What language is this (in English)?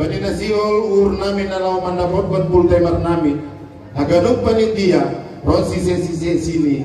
Batak Simalungun